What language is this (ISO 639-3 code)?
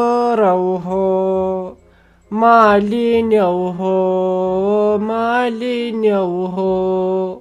kas